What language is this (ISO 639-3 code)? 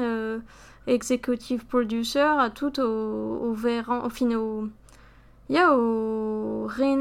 bre